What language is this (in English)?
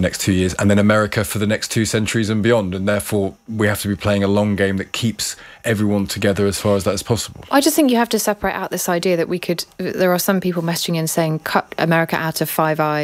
English